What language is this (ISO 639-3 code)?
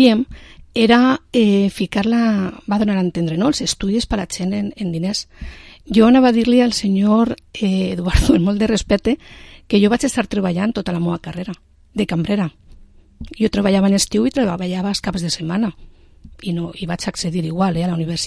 cat